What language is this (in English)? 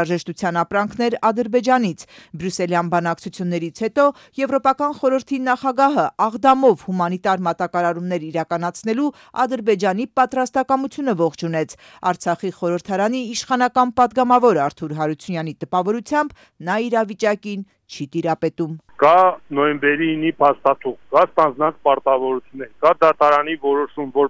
Armenian